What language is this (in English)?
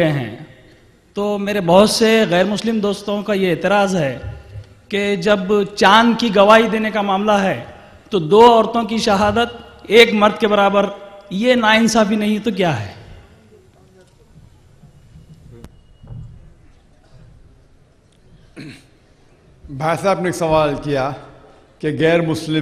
Urdu